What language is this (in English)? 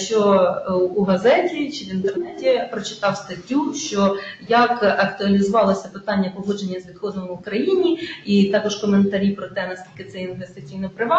Ukrainian